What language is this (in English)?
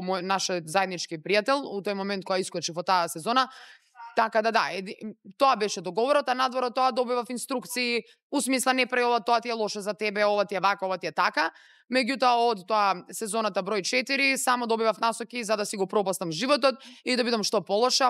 Macedonian